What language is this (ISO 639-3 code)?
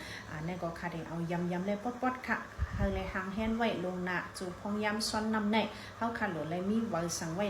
shn